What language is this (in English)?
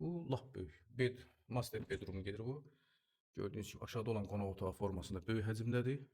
Azerbaijani